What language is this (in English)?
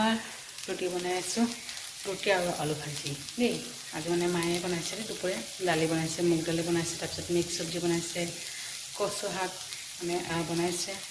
Assamese